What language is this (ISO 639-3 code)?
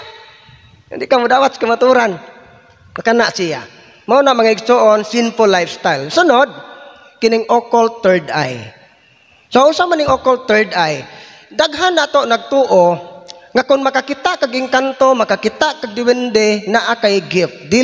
ceb